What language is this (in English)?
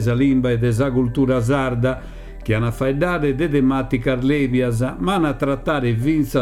Sardinian